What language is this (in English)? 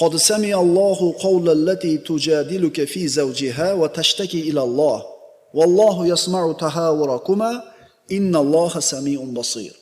Uzbek